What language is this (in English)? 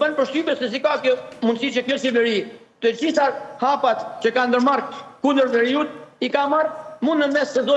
Albanian